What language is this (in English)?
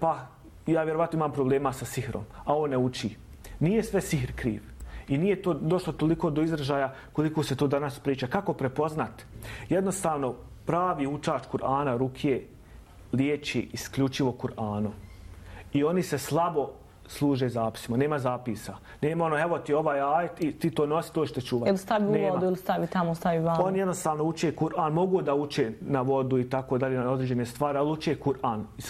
Bosnian